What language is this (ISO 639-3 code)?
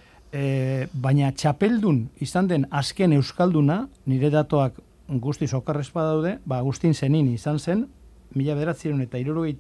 eus